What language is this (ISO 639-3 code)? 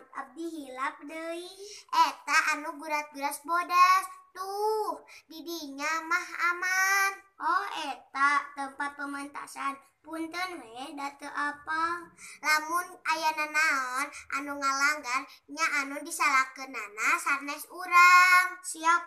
sun